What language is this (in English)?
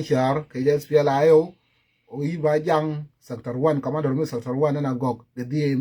Nuer